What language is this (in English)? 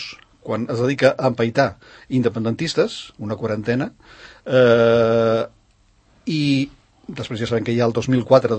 Catalan